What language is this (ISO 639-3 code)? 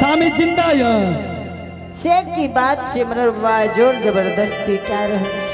anp